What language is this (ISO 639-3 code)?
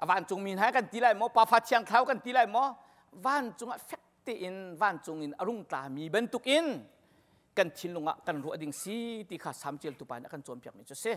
cnh